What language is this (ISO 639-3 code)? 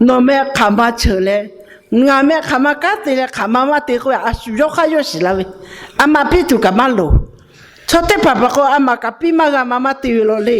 lhu